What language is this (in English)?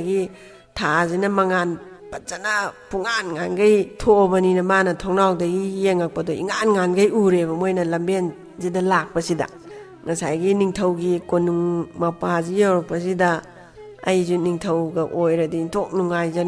Manipuri